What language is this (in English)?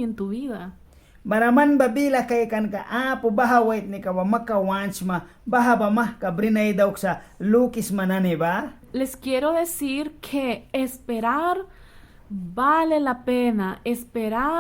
Mískito